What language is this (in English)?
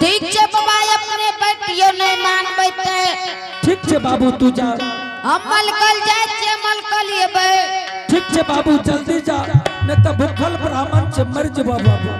Angika